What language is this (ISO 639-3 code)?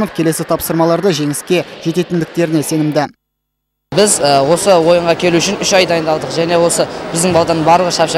kaz